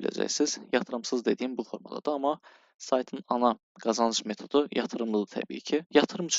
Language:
Azerbaijani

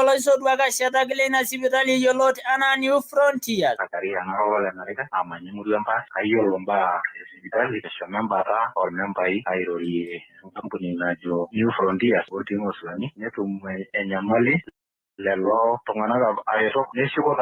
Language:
Masai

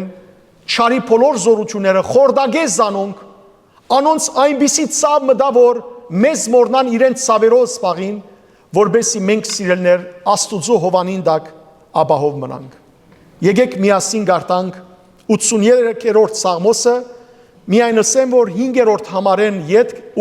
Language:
Western Armenian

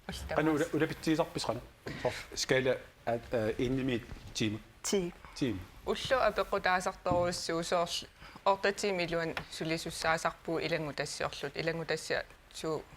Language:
Kalaallisut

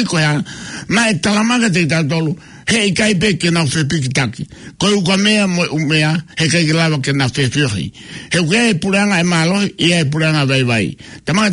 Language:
Tongan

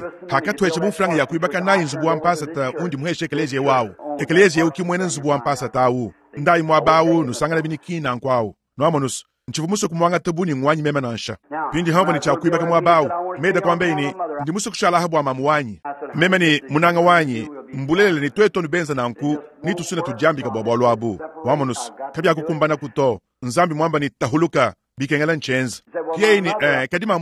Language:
Luba-Lulua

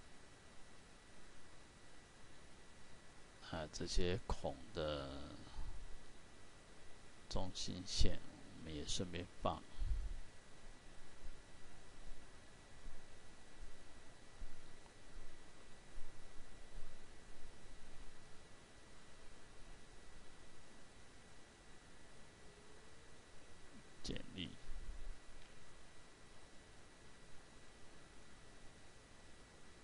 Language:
Chinese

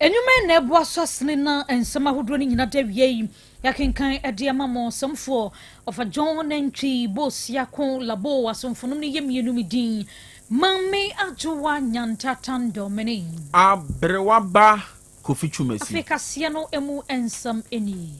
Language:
Akan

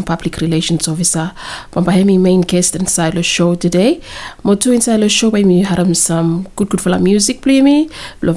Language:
Bislama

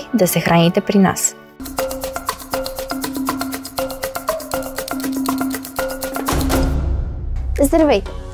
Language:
Bulgarian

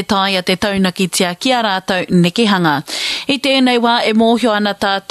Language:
Māori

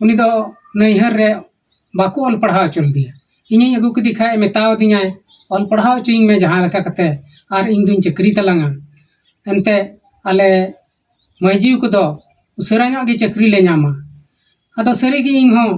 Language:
Santali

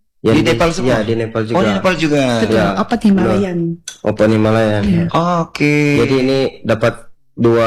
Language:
Indonesian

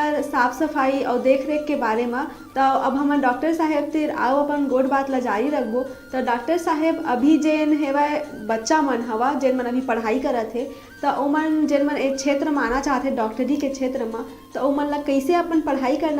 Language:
Chhattisgarhi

